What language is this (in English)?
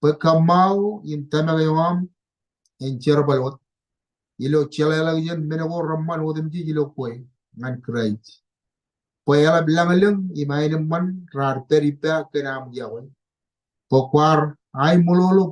Marshallese